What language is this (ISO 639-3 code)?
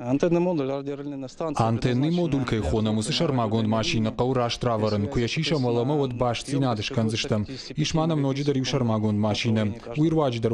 oss